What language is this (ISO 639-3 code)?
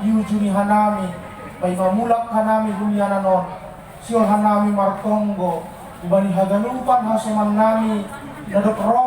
bts